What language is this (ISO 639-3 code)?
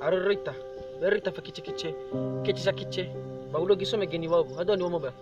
nia